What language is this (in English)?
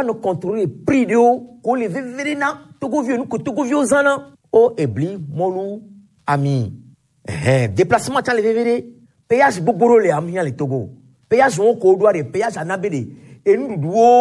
Gen